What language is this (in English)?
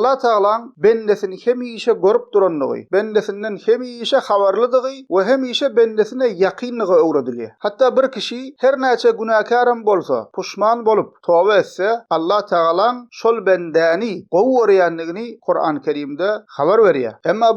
Turkmen